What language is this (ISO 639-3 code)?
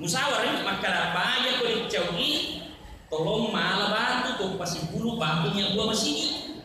bug